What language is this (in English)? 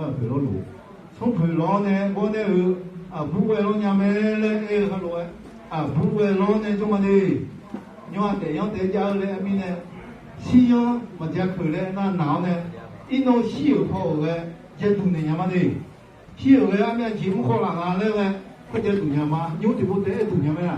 Akha